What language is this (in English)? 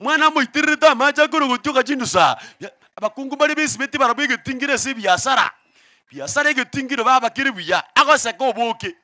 Gusii